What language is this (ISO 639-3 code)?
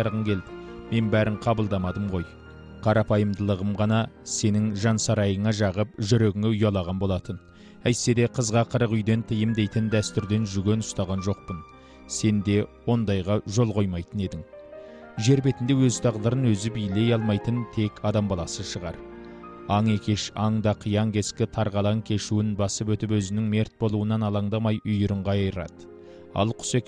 kaz